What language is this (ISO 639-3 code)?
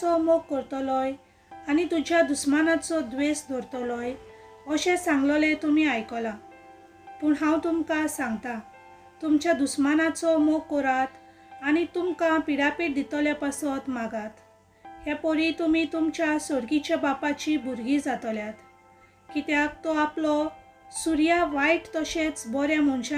kok